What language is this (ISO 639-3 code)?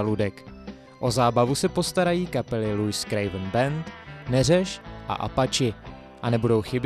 ces